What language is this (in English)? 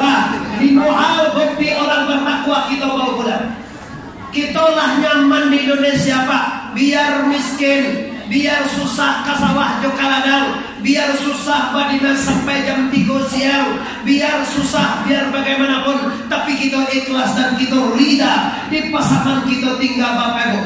Minangkabau